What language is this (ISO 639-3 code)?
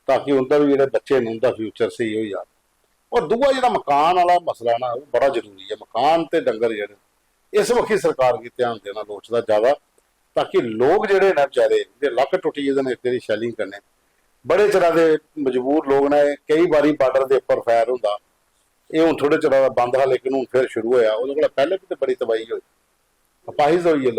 doi